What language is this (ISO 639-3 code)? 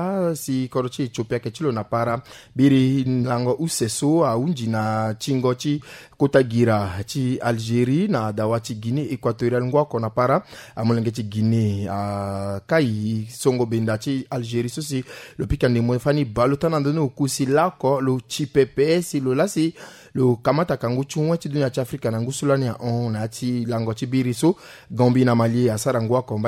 sag